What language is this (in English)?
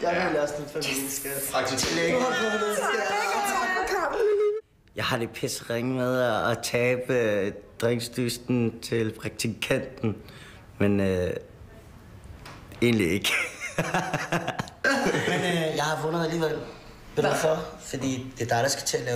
Danish